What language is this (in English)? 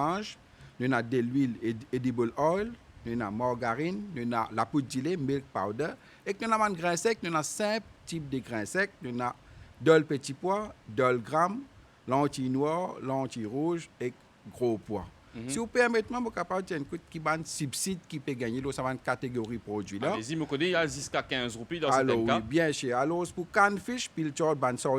Morisyen